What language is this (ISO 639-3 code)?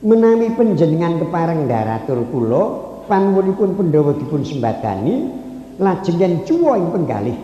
jav